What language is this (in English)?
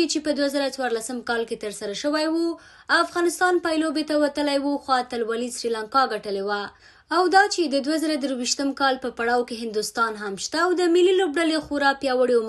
Pashto